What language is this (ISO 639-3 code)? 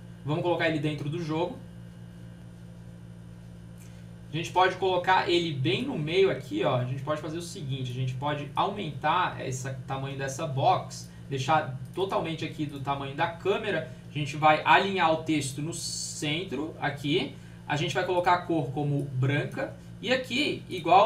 por